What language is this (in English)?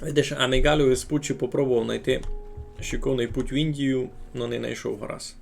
Rusyn